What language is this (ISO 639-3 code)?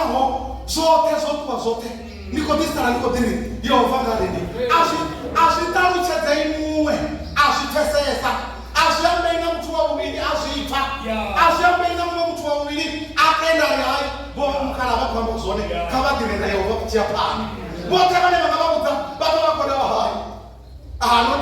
ven